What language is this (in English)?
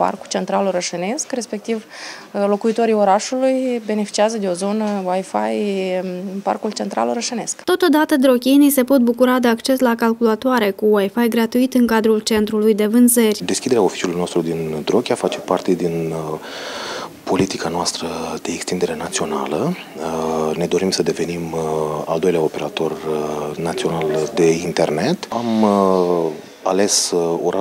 Romanian